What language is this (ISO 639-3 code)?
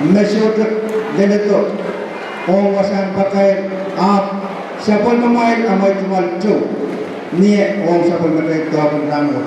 pon